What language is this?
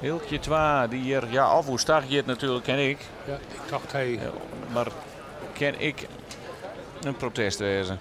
Western Frisian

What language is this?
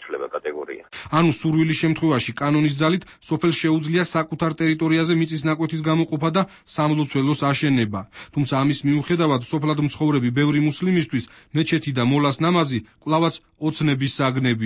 Georgian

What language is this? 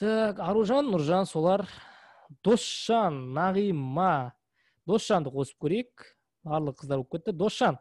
Kazakh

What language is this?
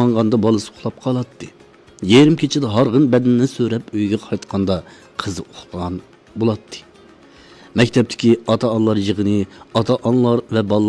Uyghur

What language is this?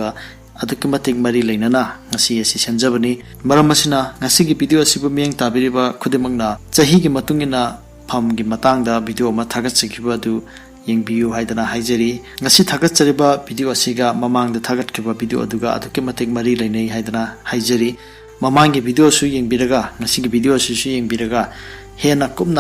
Manipuri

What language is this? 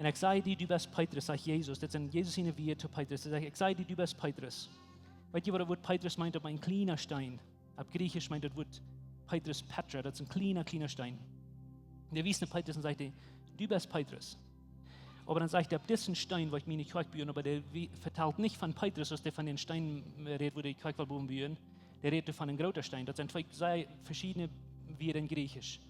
Plautdietsch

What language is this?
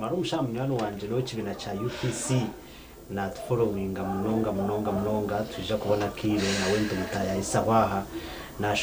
Nyankole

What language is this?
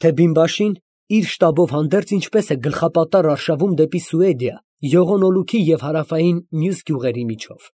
Armenian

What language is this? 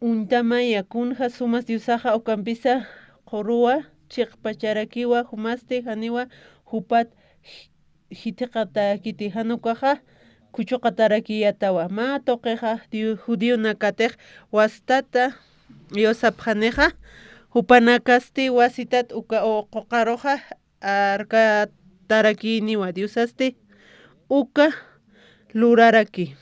Aymara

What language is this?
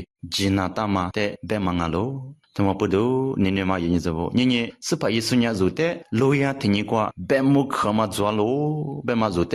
Lisu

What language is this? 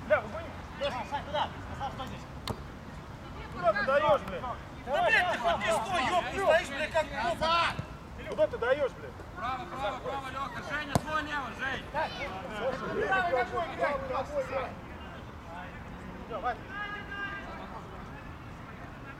Russian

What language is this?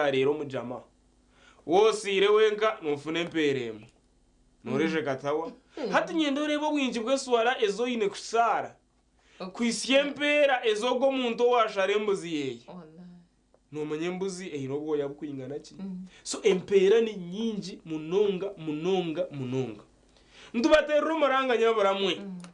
Nyankole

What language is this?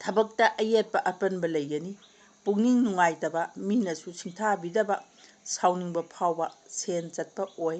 Manipuri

